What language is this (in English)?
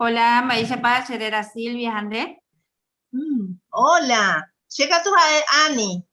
Guarani